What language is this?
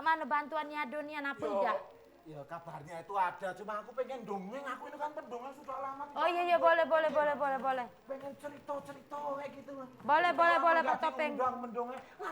Musi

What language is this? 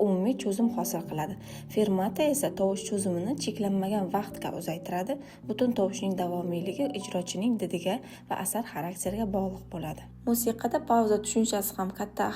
Uzbek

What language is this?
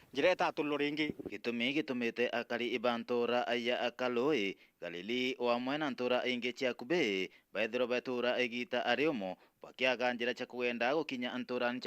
Meru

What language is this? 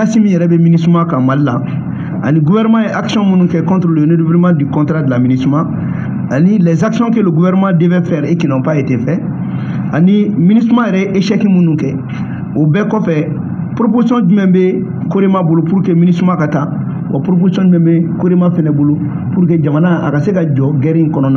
Bambara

